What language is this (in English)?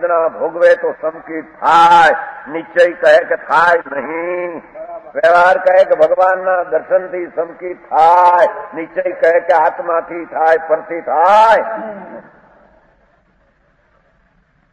Gujarati